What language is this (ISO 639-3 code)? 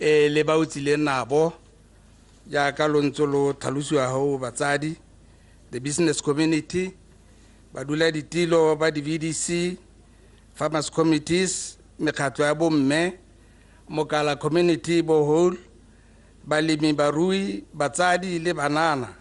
tsn